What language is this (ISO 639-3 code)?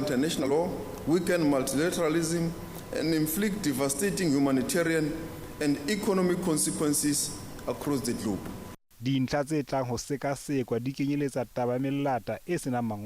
sot